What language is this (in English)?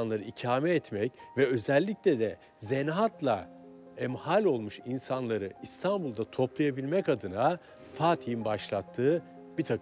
Turkish